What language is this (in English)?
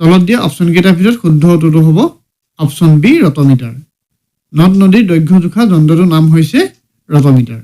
Assamese